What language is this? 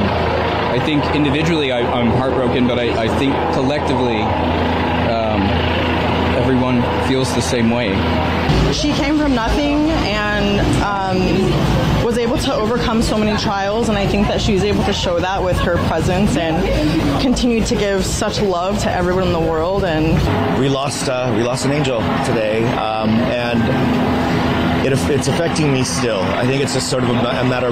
English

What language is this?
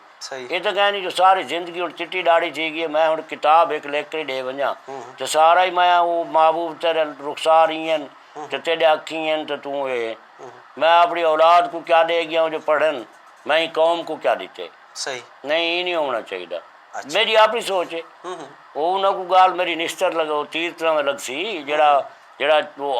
Saraiki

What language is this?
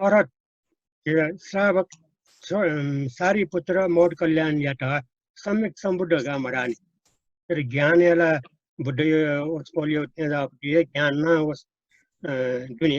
Newari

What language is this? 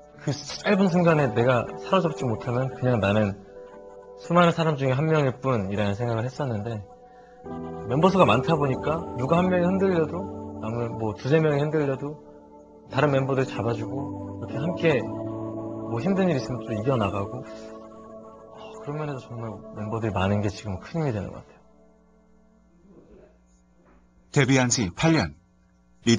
Korean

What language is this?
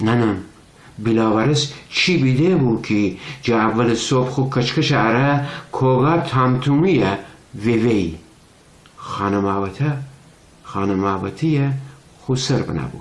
Gilaki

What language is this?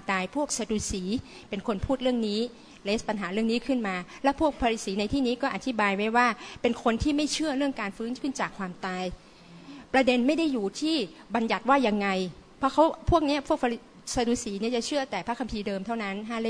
Thai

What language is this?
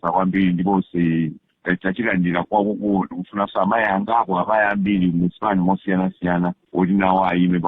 Nyanja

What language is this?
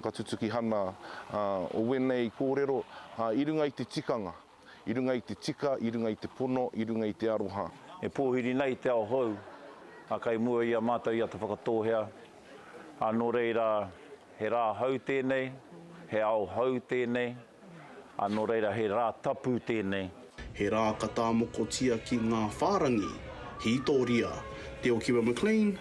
Māori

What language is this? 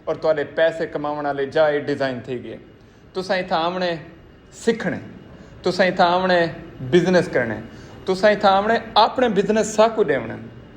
Saraiki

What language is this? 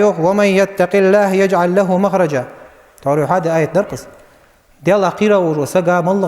Ingush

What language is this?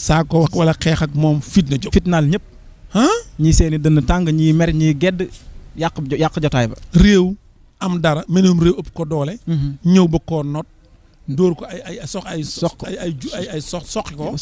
Wolof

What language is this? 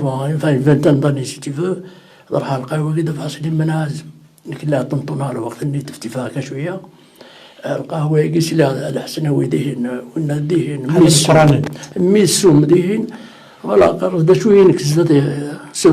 Kabyle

